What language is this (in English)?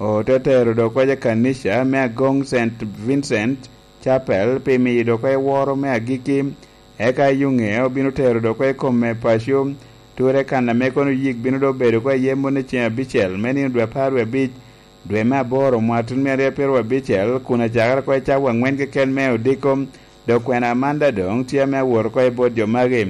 Lango (Uganda)